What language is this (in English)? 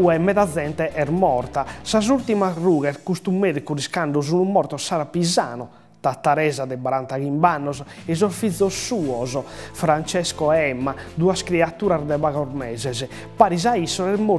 Sardinian